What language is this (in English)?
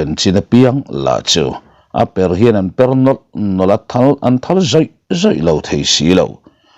Mizo